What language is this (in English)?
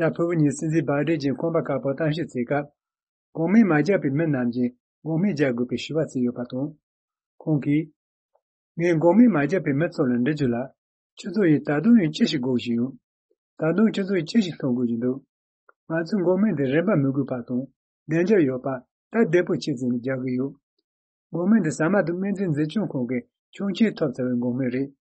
Tibetan